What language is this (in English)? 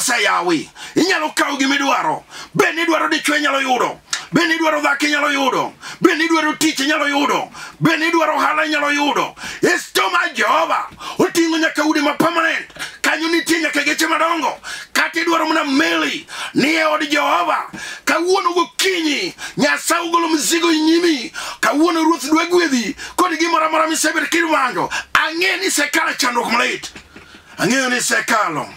Luo (Kenya and Tanzania)